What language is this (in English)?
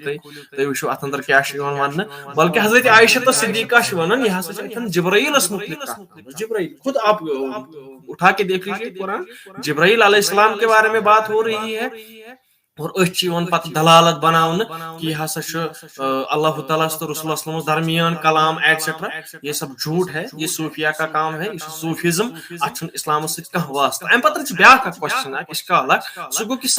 Kashmiri